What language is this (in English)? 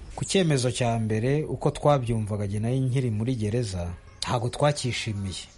Kinyarwanda